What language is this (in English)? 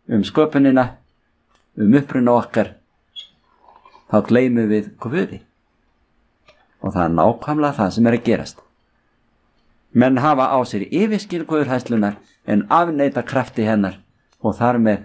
Icelandic